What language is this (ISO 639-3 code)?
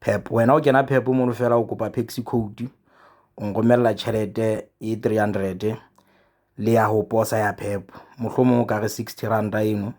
sot